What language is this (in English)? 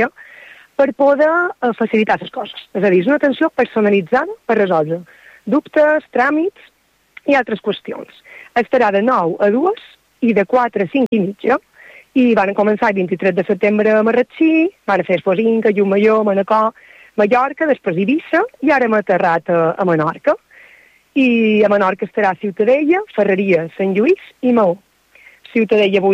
Catalan